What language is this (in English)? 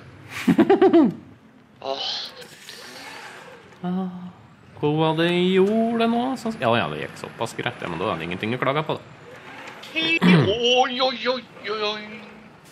Norwegian